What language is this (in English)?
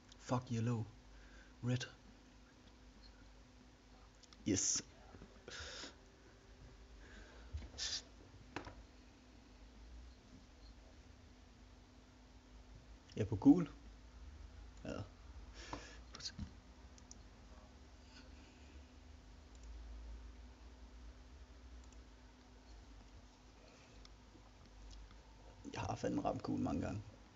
Danish